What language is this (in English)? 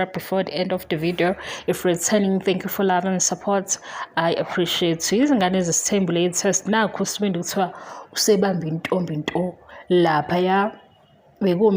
Zulu